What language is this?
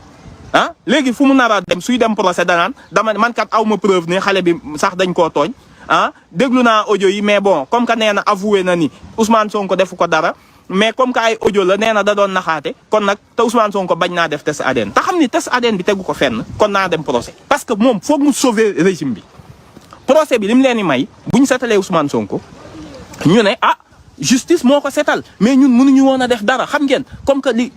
Wolof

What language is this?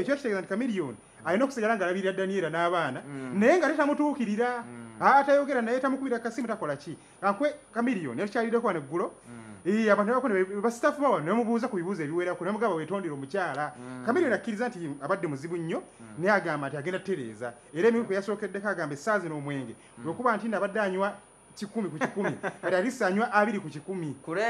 Ganda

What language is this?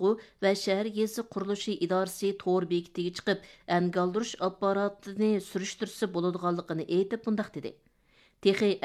Uyghur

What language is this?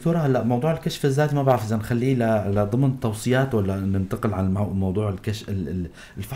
North Levantine Arabic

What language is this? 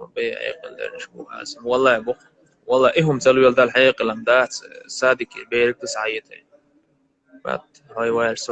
Chechen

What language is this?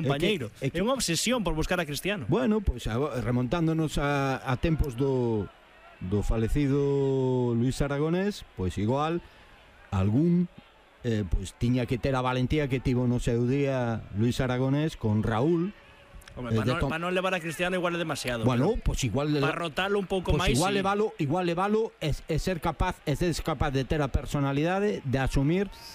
Galician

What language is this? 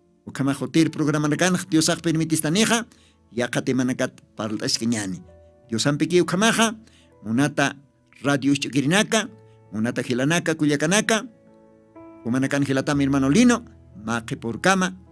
Aymara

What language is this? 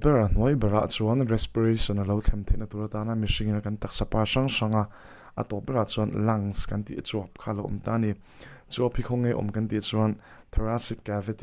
Mizo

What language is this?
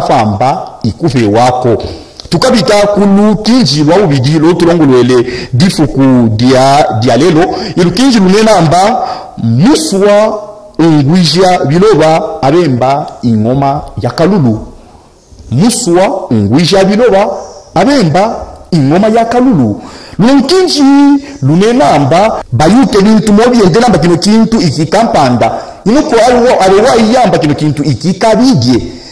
Luba-Katanga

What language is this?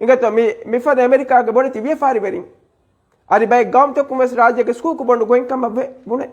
Divehi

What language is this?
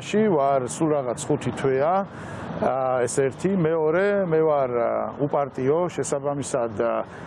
Georgian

